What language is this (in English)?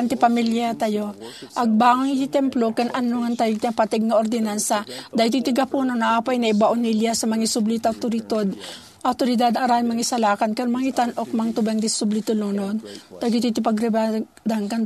Iloko